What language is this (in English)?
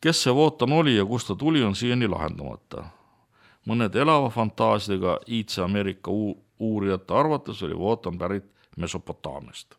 Estonian